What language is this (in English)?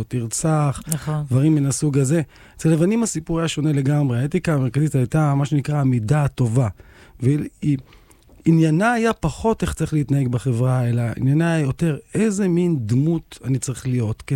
Hebrew